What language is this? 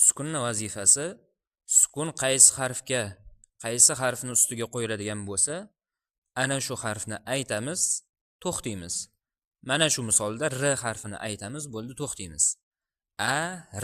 Uzbek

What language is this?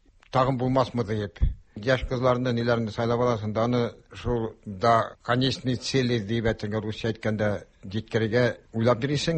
Tatar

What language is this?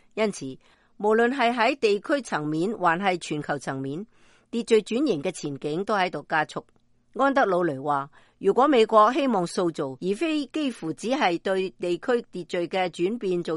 Cantonese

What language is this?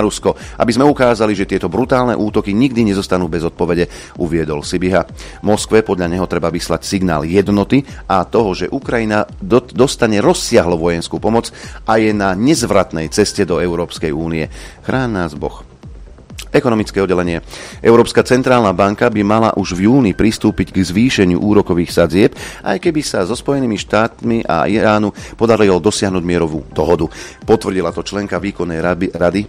Slovak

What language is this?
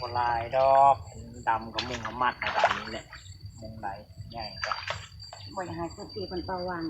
Northeastern Thai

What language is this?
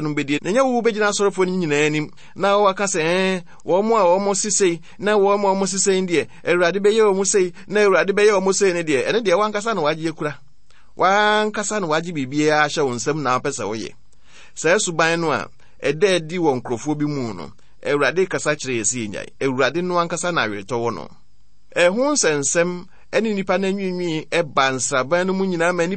Akan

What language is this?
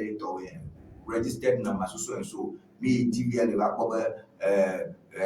Ewe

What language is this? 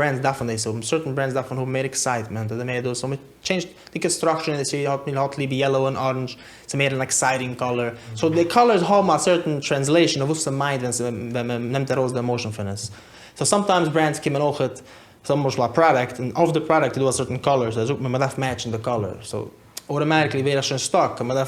Yiddish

